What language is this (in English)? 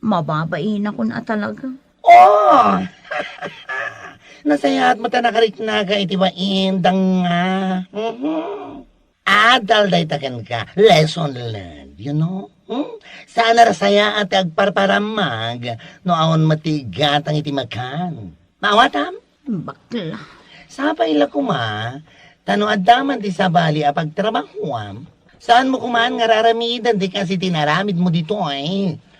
Iloko